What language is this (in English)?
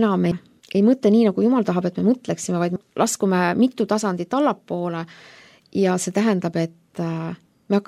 Estonian